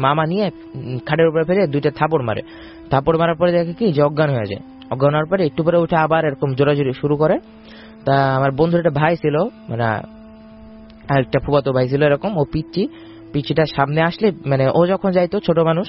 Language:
Bangla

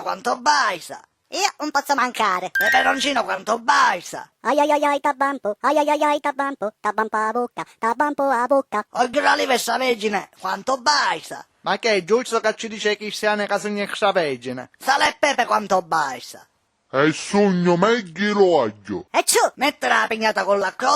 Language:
Sicilian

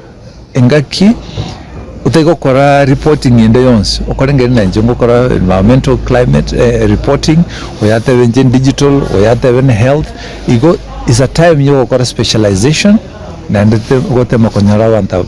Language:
Gusii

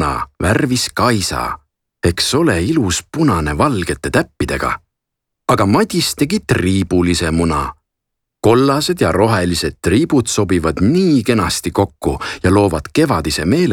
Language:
Estonian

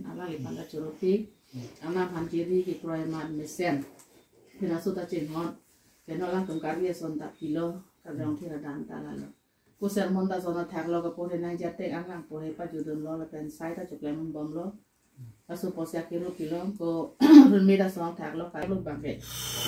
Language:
Karbi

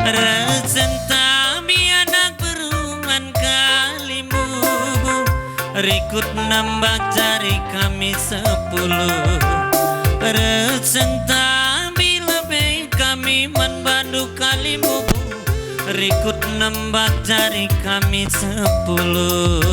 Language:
Batak Karo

